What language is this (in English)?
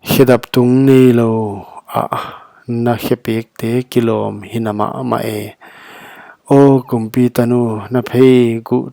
Paite Chin